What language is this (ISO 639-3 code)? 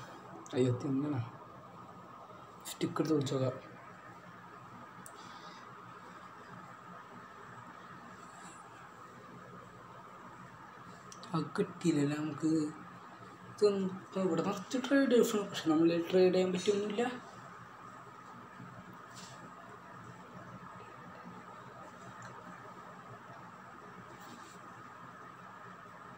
mal